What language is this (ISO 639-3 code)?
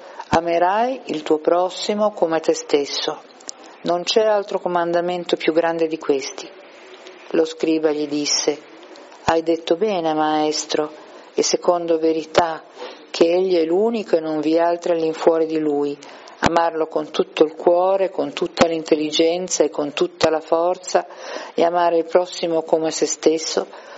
ita